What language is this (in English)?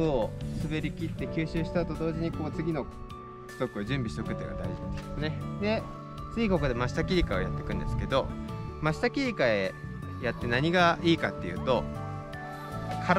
Japanese